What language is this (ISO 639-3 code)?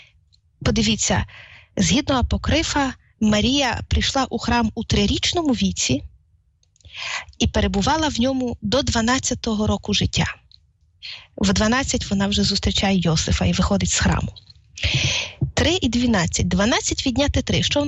ukr